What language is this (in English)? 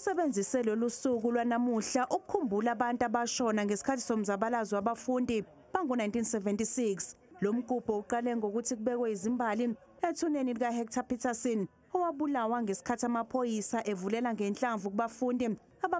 Zulu